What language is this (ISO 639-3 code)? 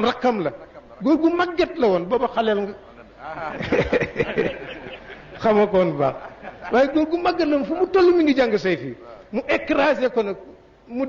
wol